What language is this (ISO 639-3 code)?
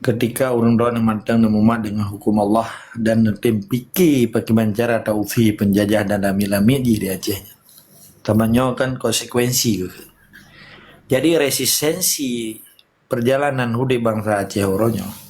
ace